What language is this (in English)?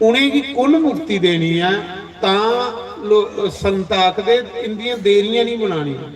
Dogri